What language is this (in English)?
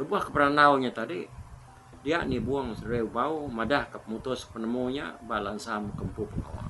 Iban